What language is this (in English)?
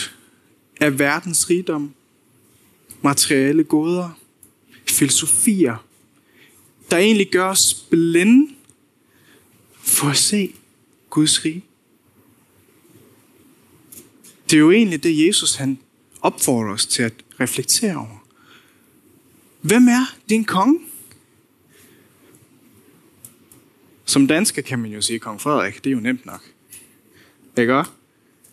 Danish